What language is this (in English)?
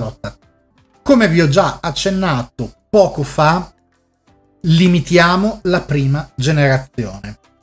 Italian